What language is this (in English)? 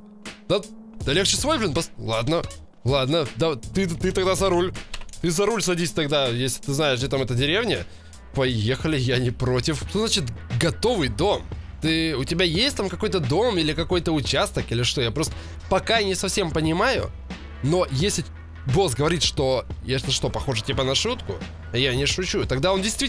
Russian